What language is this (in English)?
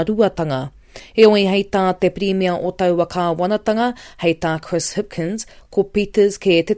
Māori